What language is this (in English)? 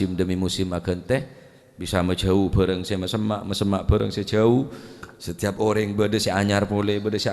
Madurese